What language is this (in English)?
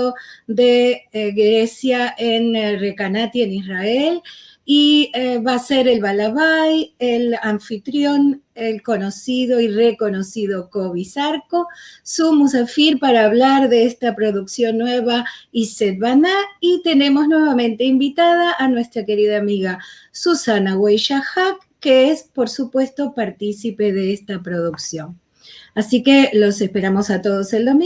Ladino